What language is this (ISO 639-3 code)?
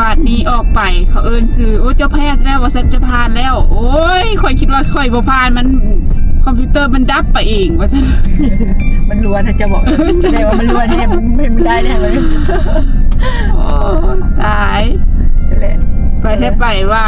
lao